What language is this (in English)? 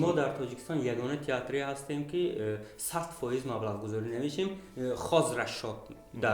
Tajik